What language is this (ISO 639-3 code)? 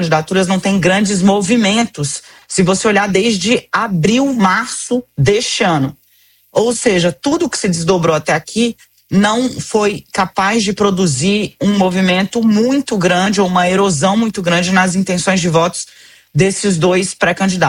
por